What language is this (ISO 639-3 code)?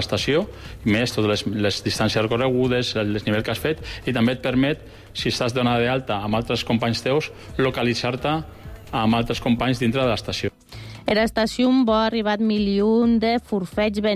cat